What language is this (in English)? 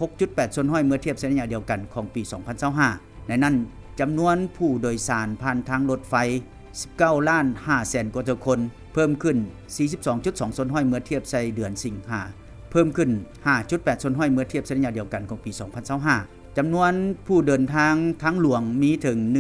Lao